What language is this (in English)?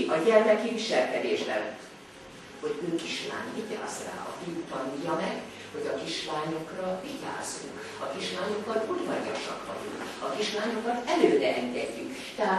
Hungarian